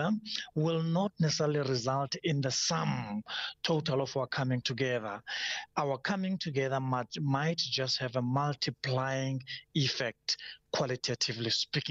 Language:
English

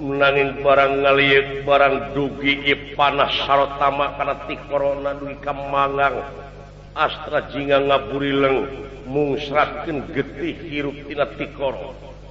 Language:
Sundanese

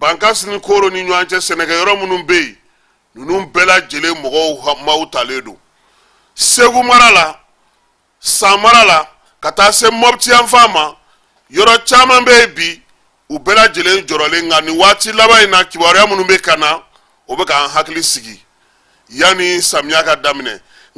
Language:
Bambara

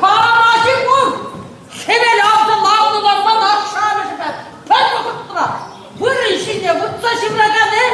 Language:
Chuvash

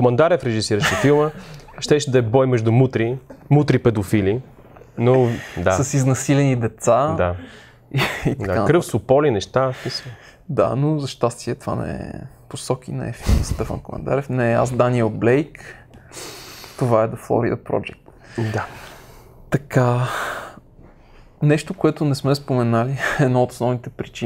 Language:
Bulgarian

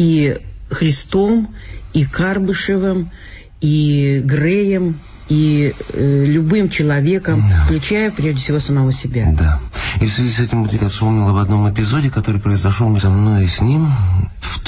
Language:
Russian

